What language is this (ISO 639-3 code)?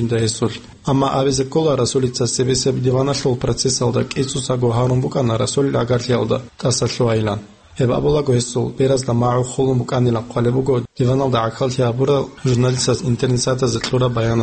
ava